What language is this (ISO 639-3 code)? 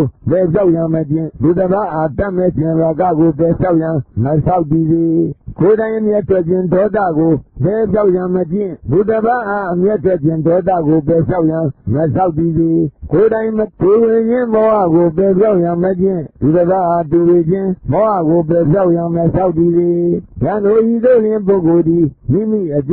mya